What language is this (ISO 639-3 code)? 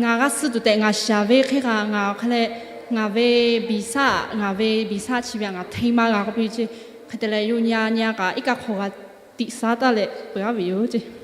lhu